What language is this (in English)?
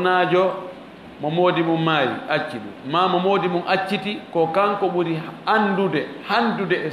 Fula